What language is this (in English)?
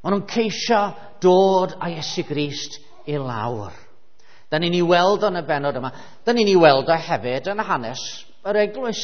Welsh